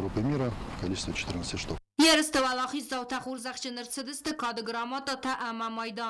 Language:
Ossetic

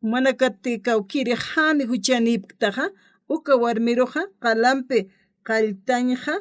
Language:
Aymara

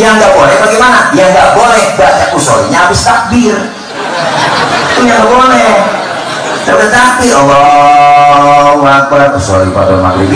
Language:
Betawi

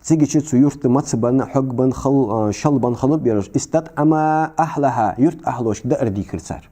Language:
Ingush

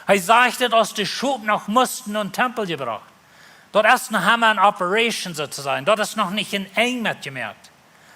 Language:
Plautdietsch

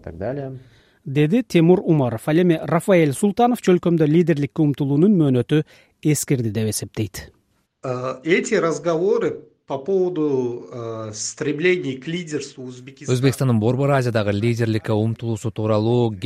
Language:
Kyrgyz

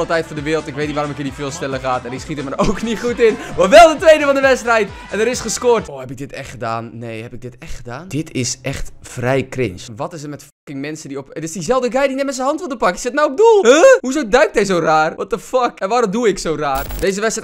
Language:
Dutch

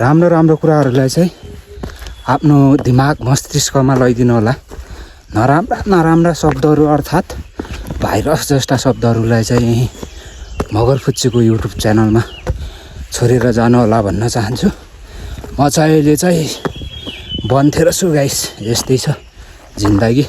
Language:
Nepali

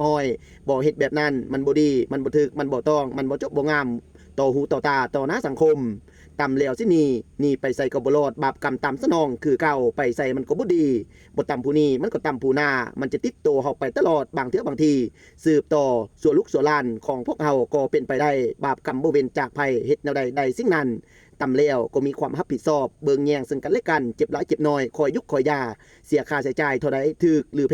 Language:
Lao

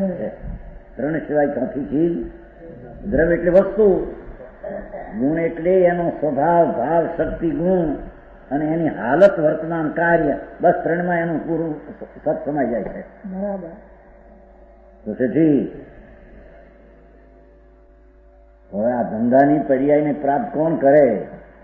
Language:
Gujarati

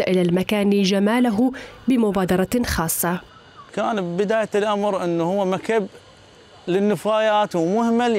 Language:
Mesopotamian Arabic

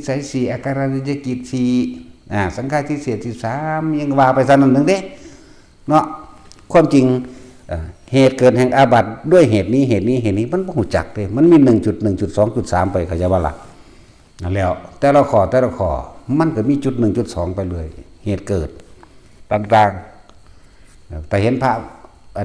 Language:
Northeastern Thai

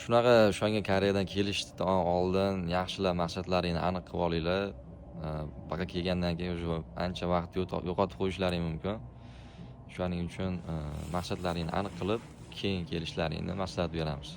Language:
Uzbek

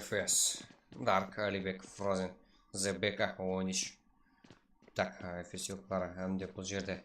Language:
Kara-Kalpak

